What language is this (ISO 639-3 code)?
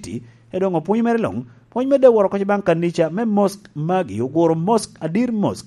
laj